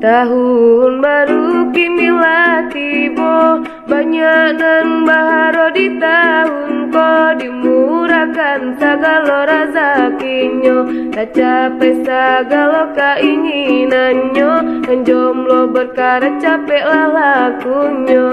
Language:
Minangkabau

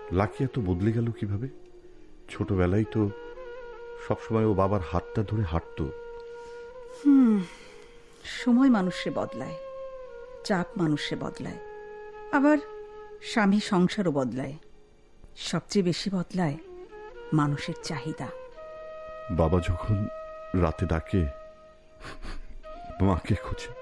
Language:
Bangla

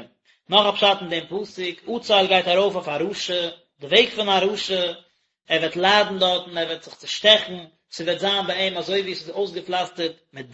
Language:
Yiddish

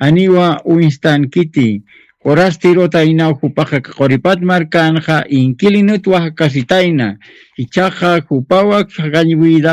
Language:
Aymara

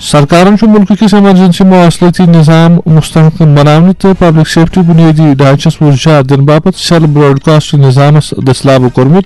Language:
Kashmiri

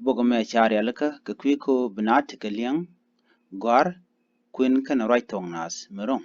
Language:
Nuer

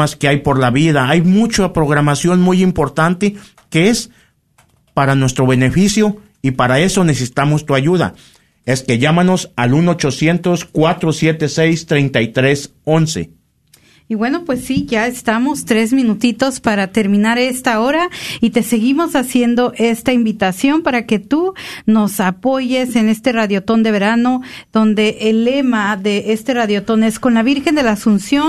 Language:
Spanish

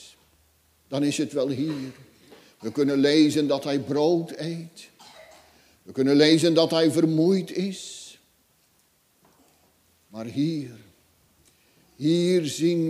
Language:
Dutch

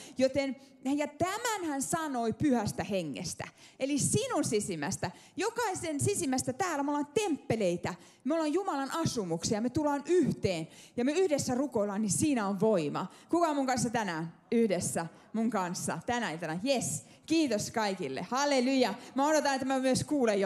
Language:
Finnish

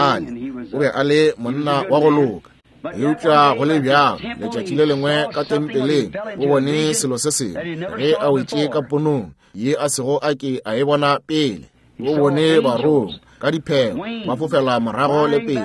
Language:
Northern Sotho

